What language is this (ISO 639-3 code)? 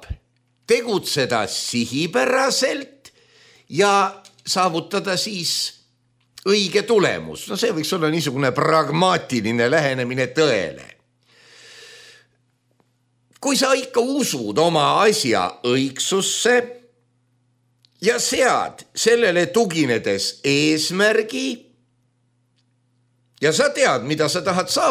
est